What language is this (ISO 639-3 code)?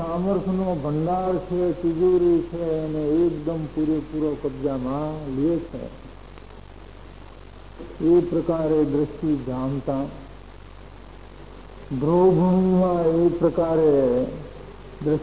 guj